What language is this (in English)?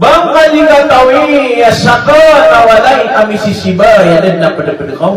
Maranao